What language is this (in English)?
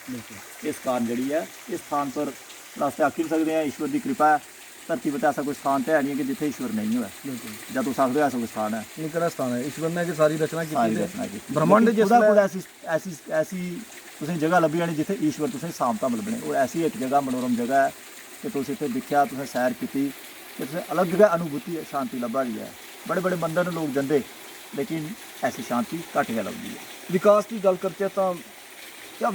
Dogri